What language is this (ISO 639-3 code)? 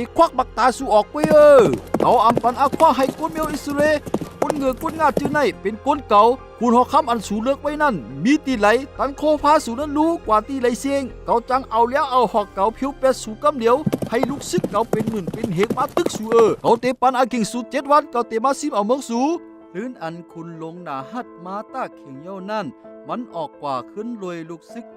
shn